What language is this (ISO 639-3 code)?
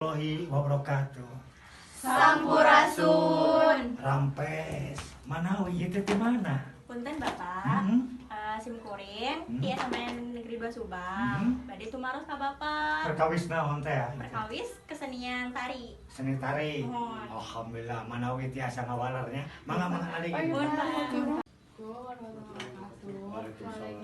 sun